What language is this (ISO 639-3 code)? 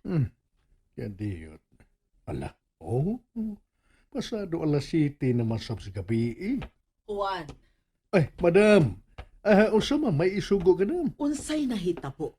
ceb